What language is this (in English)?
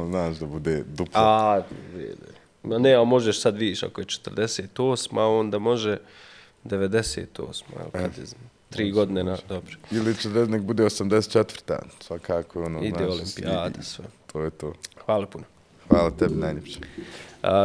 Bosnian